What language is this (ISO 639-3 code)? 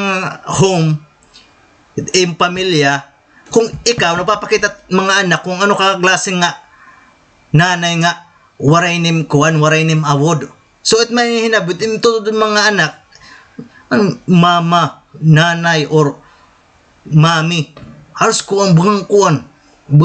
war